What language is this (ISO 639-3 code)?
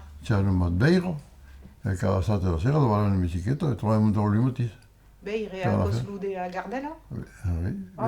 oci